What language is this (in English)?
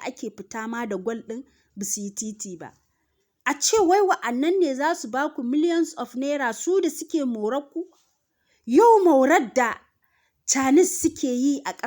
Hausa